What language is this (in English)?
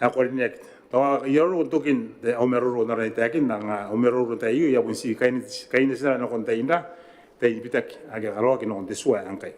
Gilbertese